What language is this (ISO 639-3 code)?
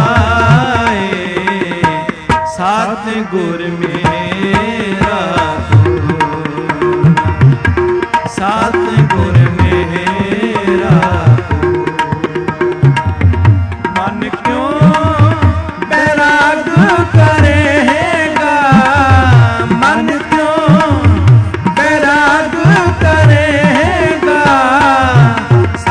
pan